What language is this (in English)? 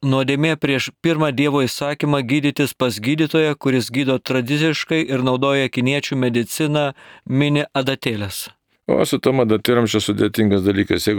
Lithuanian